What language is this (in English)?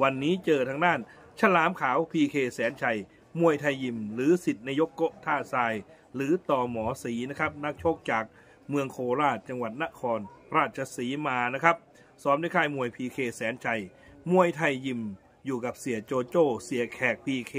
Thai